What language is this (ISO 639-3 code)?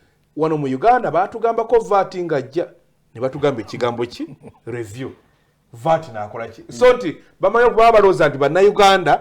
lug